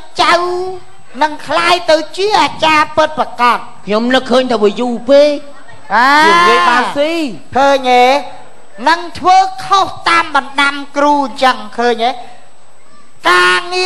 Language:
Khmer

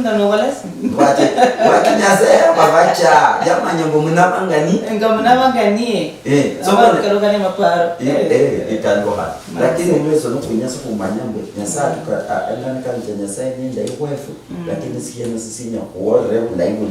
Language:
Luyia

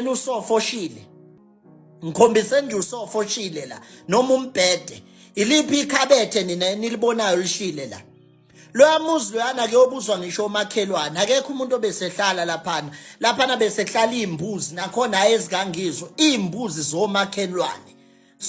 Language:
Zulu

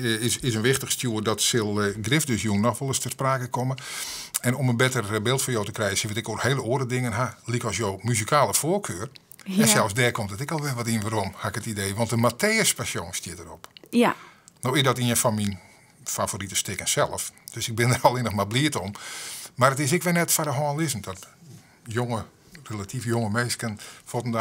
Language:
Western Frisian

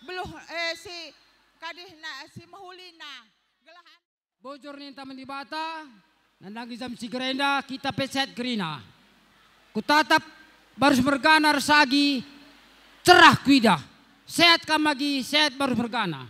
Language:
Batak Karo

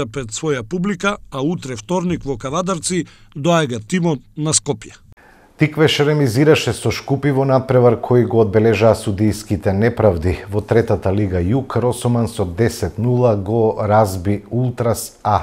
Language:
Macedonian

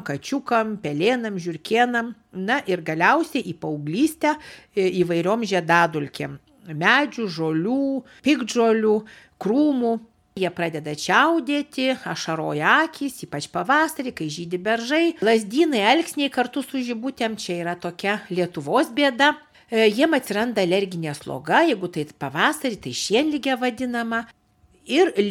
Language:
Lithuanian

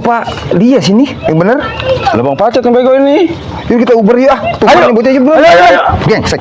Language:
Betawi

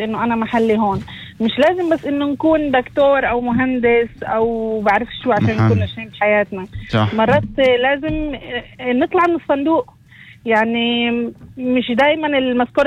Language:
North Levantine Arabic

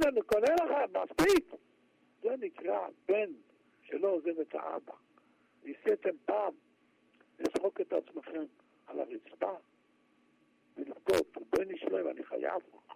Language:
Hebrew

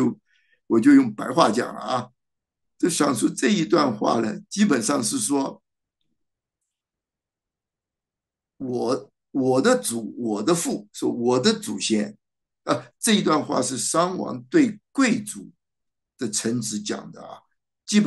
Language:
Chinese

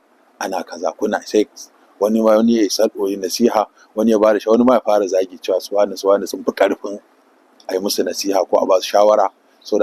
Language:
Hausa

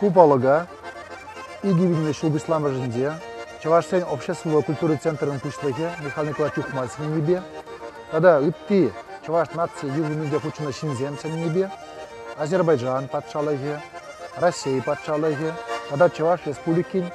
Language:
Chuvash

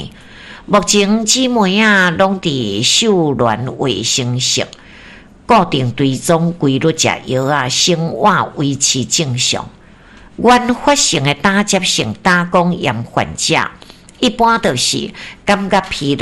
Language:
Min Nan Chinese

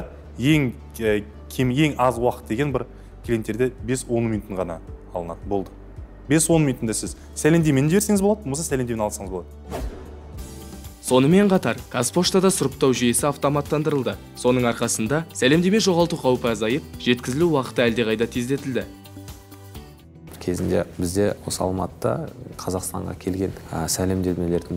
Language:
Kazakh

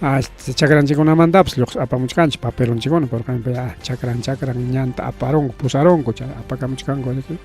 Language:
Ayacucho Quechua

